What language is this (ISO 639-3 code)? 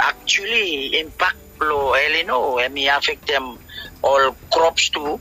bis